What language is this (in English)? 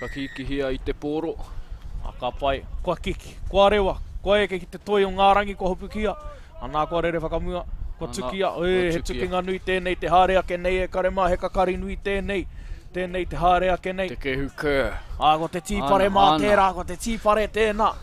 Māori